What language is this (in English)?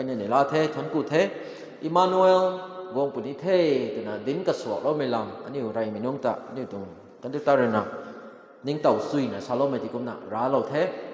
Rongmei Naga